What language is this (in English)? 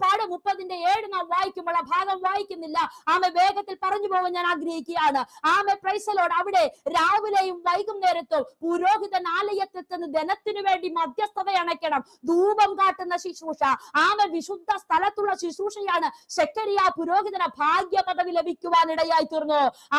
Malayalam